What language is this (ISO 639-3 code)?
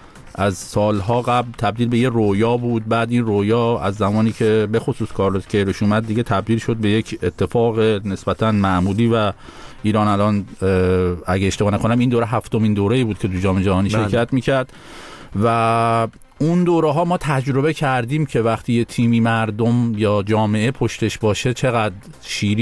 fas